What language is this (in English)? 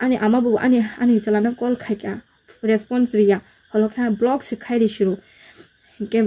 Kok Borok